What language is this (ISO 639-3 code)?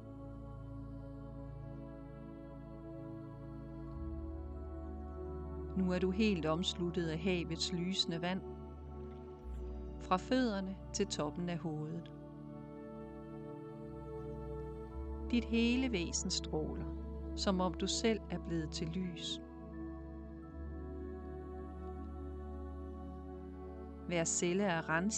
dan